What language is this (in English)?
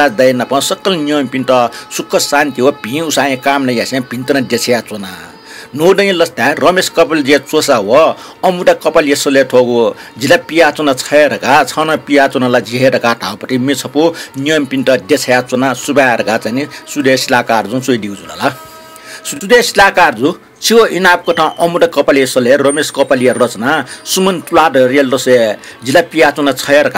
Newari